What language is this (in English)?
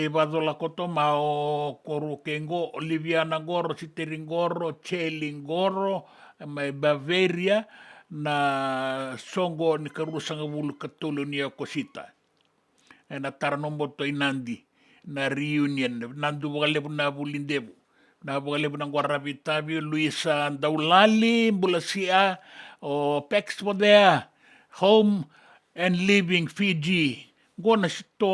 Fijian